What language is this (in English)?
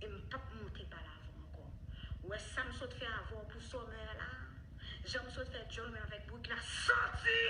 Haitian Creole